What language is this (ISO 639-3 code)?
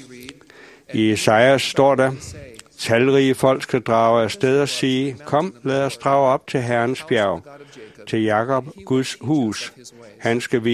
dan